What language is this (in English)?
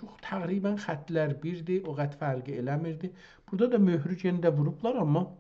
South Azerbaijani